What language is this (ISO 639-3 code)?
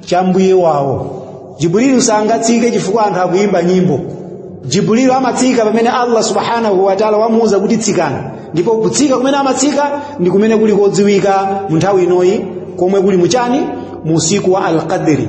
nya